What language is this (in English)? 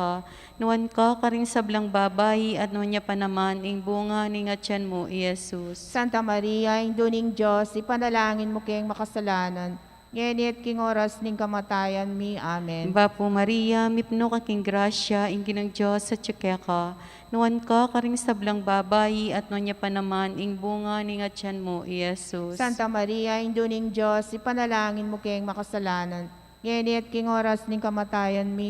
Pampanga